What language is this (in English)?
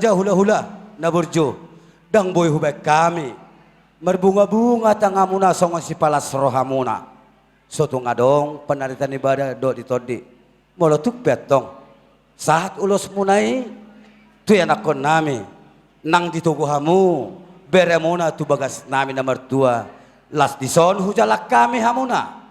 Batak Toba